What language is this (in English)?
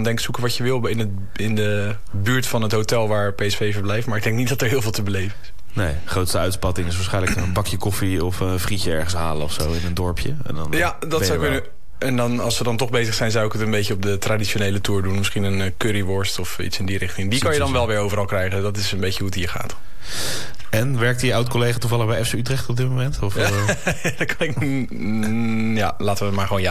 Dutch